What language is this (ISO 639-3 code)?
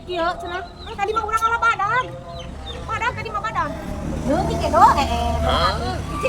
sun